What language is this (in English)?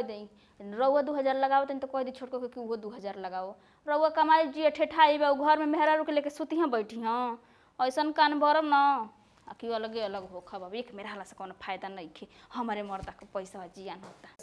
Bhojpuri